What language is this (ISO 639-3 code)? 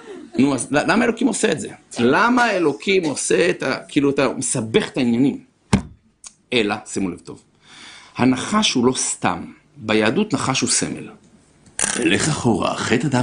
heb